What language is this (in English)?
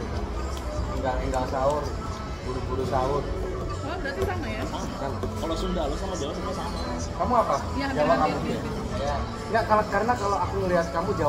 Indonesian